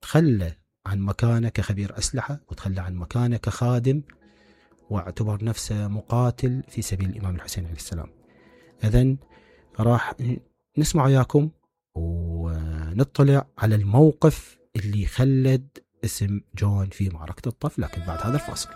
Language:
Mesopotamian Arabic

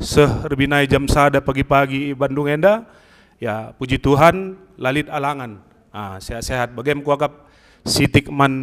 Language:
Batak Karo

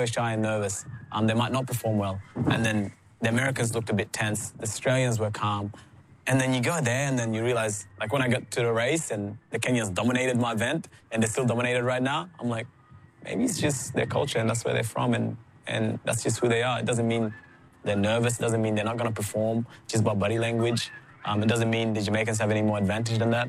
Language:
English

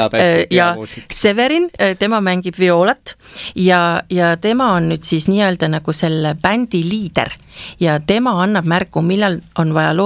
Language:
Estonian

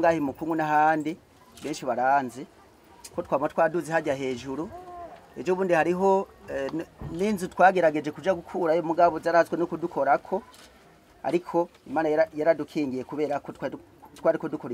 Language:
Rundi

